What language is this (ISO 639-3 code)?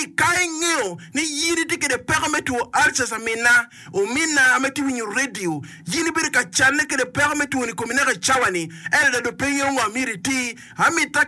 ach